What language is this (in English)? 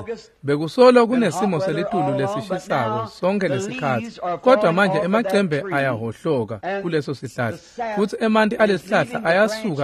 Swati